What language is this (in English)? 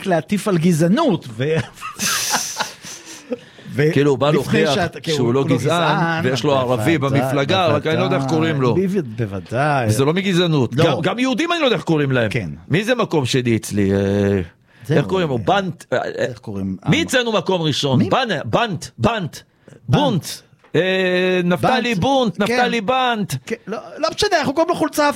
Hebrew